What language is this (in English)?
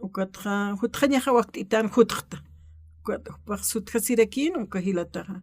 Aymara